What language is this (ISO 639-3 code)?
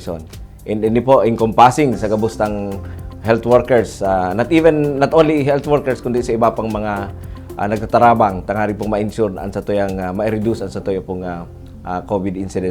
bik